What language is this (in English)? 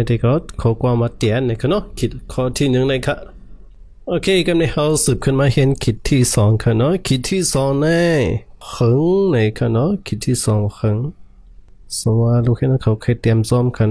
Shan